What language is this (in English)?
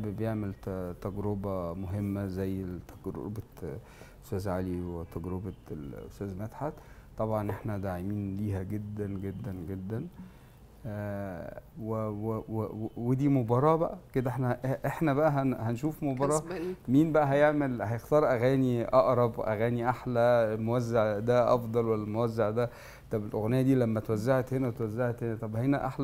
Egyptian Arabic